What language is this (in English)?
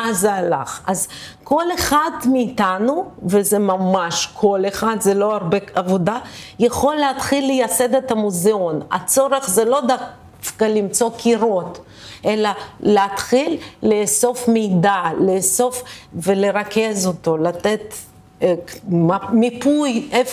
Hebrew